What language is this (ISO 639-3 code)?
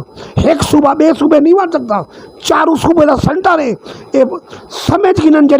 skr